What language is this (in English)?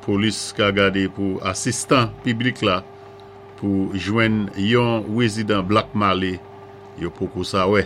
Saint Lucian Creole French